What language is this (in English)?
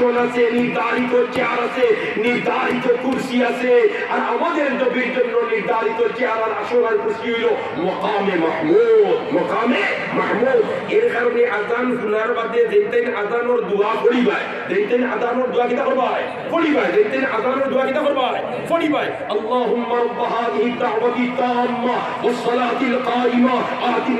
Sylheti